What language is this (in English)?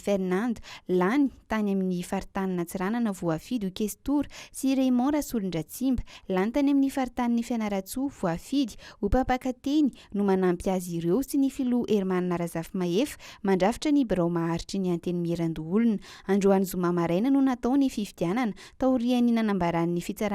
Malagasy